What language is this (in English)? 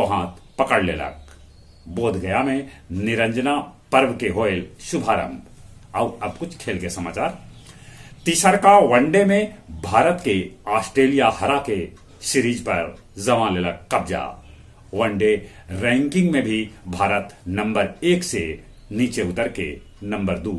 Magahi